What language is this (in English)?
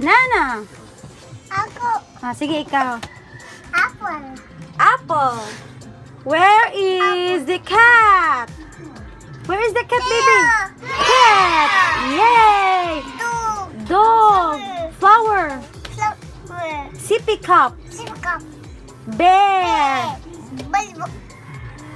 Cebuano